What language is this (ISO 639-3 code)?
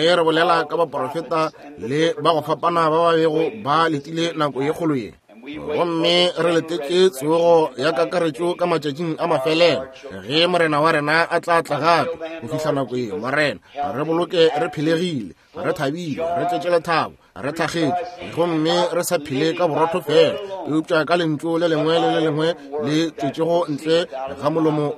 nso